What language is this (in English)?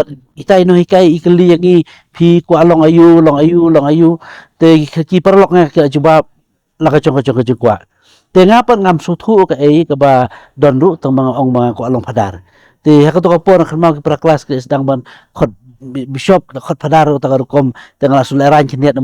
Khasi